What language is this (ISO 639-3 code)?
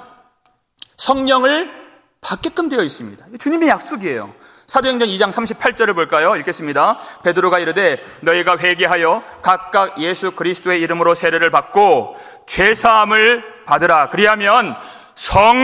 kor